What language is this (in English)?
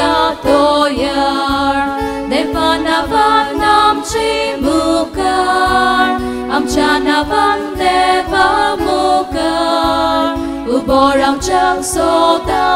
Konkani